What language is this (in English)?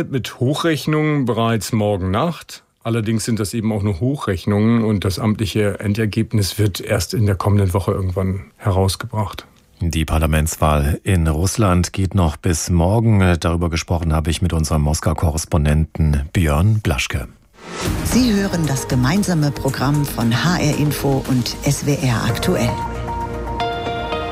German